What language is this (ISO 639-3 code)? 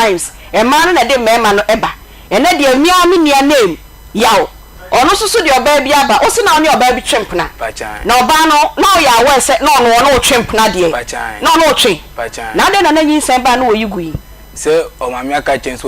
aka